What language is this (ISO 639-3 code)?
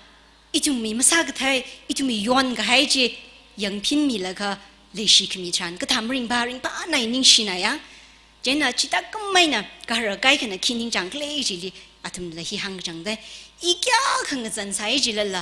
nmf